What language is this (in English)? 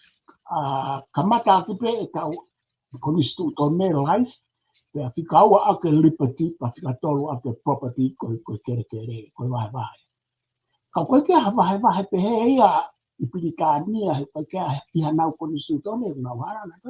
Tongan